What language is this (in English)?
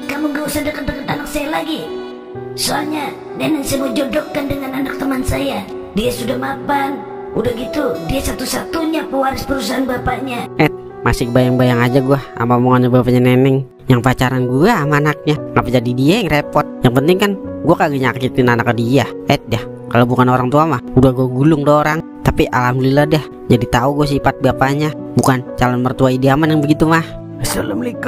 Betawi